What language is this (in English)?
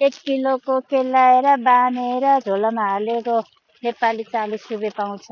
Nepali